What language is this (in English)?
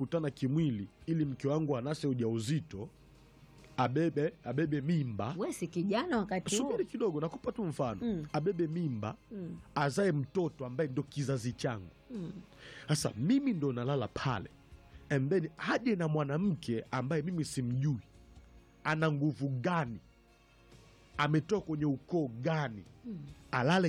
Swahili